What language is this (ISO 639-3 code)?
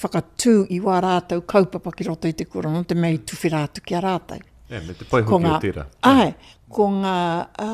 mri